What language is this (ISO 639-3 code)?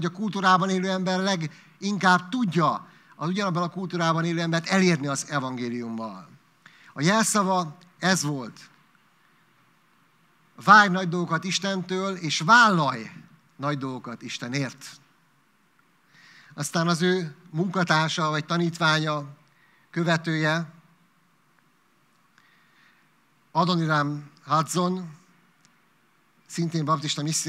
hun